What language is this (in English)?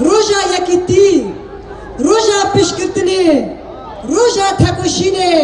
Kurdish